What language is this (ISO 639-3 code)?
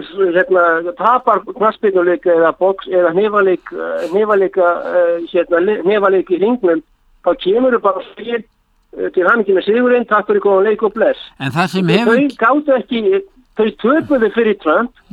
isl